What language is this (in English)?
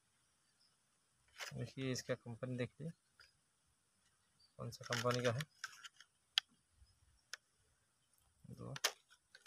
Hindi